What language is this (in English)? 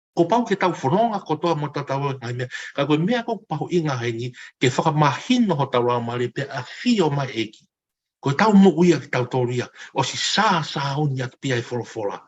Tongan